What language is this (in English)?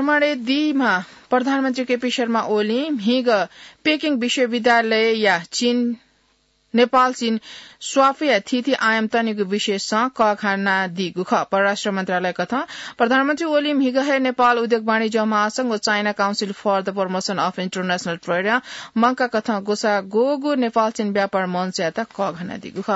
Newari